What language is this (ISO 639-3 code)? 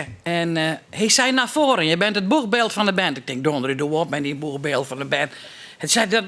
fry